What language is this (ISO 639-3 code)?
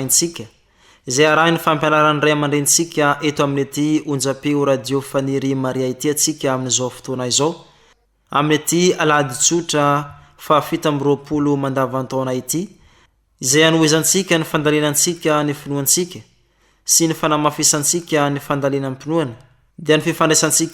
mlg